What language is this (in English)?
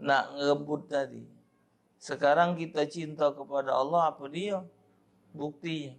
Musi